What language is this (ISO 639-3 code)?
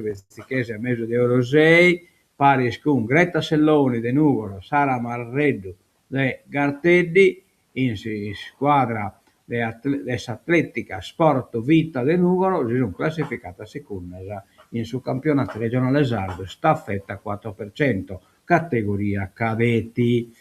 srd